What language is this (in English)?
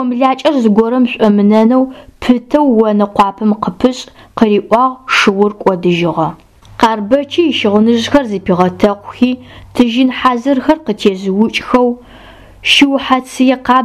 Adyghe